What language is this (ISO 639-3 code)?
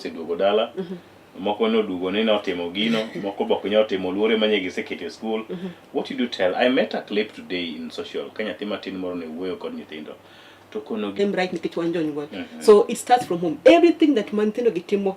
luo